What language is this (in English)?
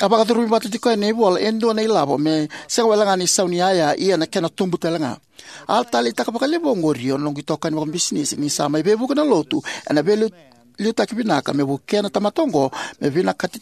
Fijian